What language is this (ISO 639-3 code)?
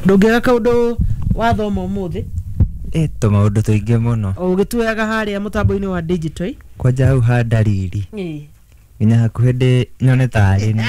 kik